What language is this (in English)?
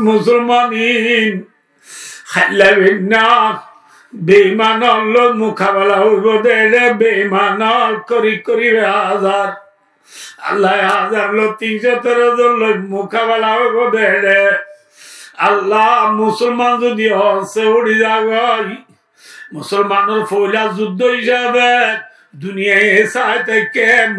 Rohingya